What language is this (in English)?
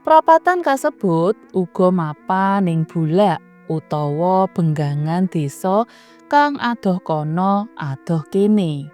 Javanese